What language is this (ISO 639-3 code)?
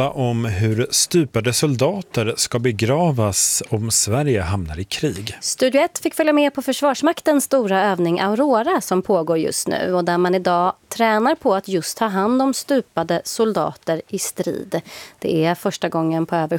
swe